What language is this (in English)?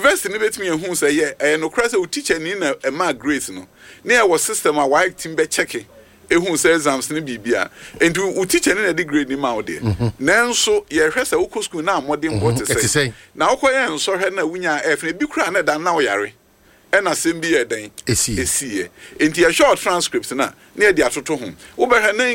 Akan